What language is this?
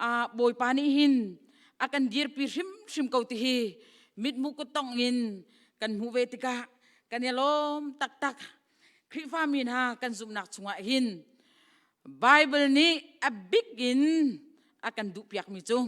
Hakha Chin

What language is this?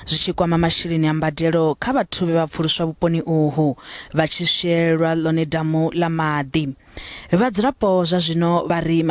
Venda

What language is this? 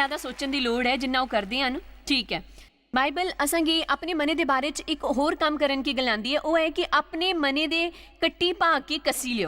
Dogri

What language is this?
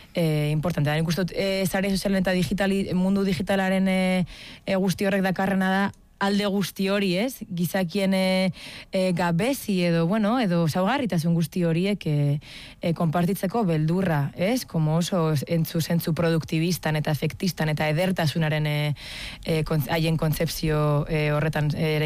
Basque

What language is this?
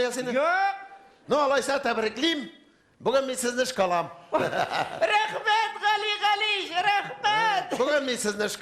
Tatar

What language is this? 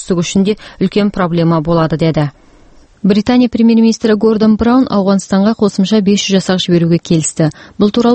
Kazakh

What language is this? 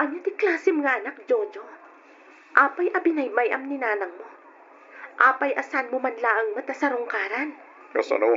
Iloko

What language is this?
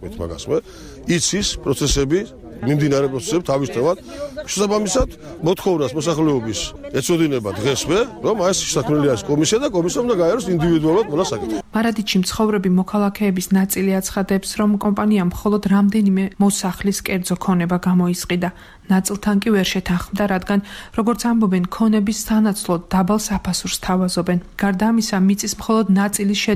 Georgian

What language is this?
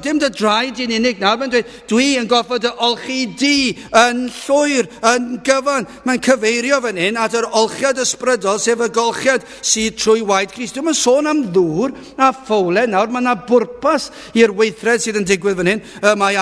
Welsh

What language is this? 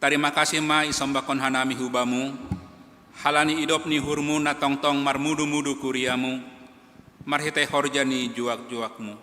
Batak Simalungun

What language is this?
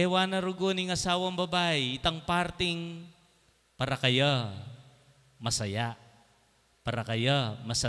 Pampanga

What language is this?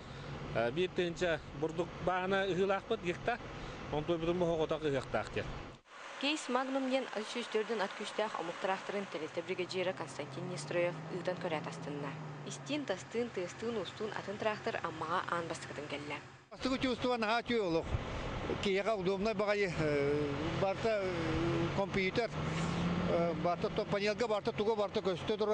Yakut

